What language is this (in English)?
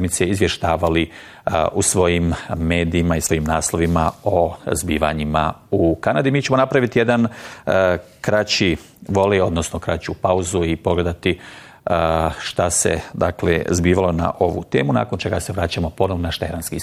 Bosnian